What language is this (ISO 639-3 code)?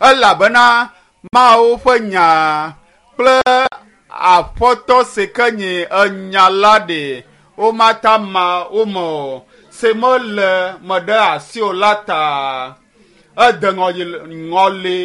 ewe